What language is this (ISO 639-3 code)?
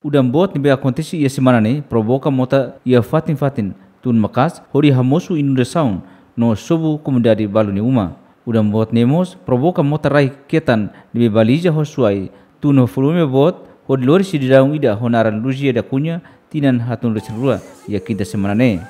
tet